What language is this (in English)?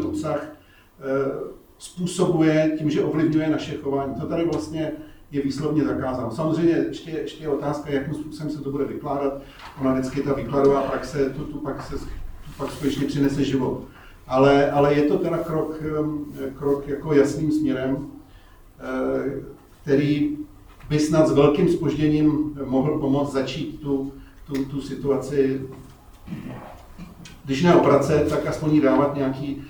Czech